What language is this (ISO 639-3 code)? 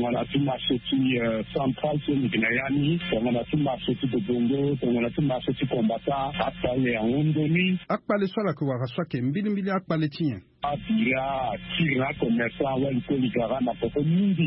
sag